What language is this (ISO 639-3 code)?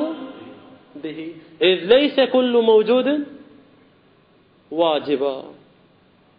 ara